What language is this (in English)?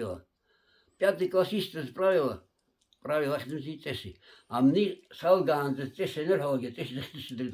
Abkhazian